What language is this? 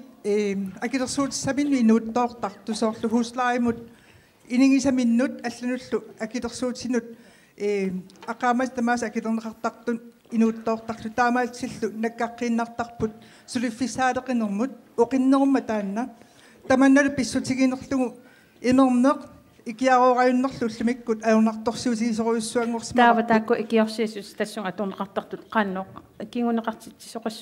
Kalaallisut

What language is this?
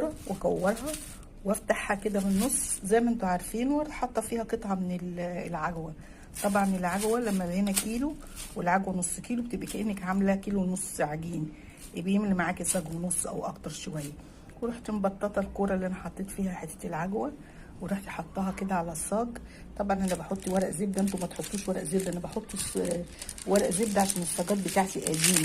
Egyptian Arabic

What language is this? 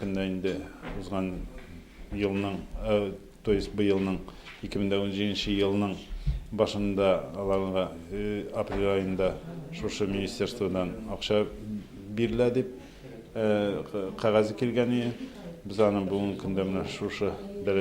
Tatar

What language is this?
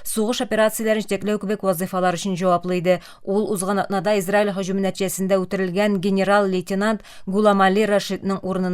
Tatar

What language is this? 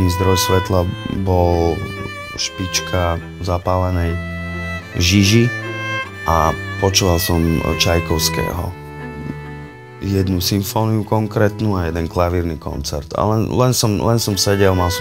Slovak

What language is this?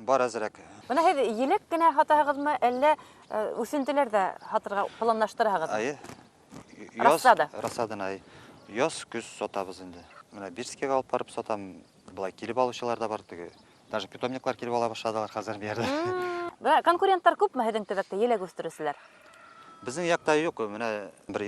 Bashkir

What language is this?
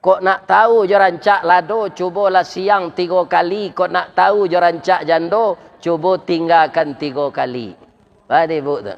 Minangkabau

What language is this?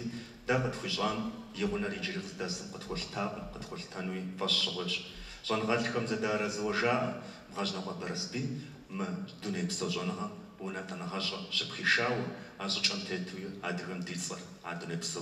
Kabardian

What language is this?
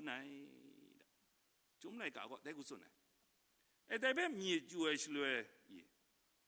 Kachin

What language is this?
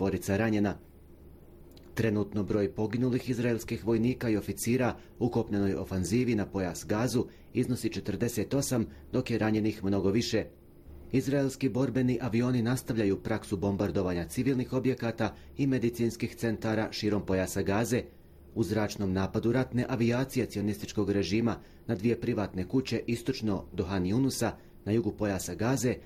Bosnian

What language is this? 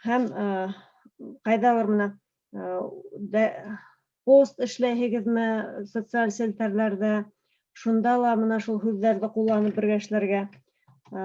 Bashkir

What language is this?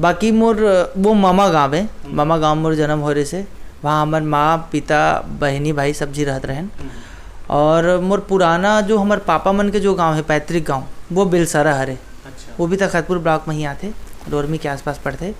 Chhattisgarhi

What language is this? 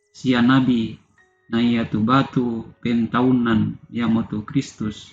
Toraja-Sa'dan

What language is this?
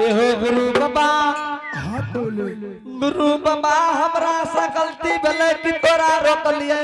Angika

